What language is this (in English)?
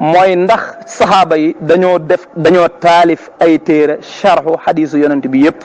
Wolof